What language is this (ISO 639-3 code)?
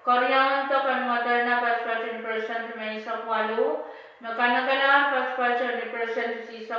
pon